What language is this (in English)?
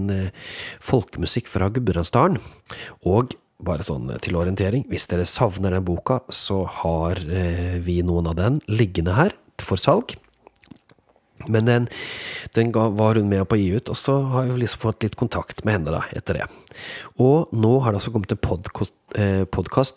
Norwegian